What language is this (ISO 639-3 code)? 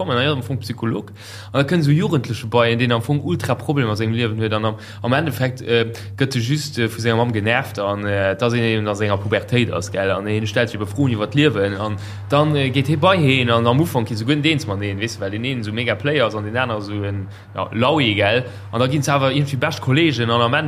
ltz